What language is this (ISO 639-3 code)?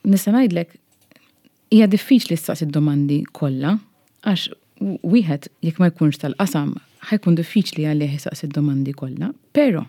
mlt